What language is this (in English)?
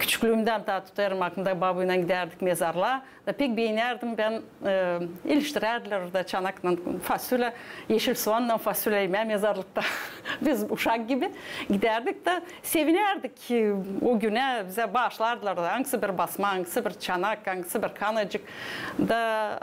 Gagauz